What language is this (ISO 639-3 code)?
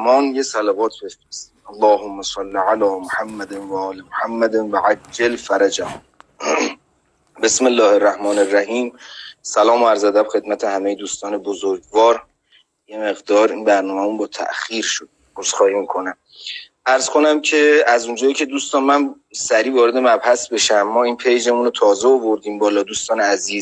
fas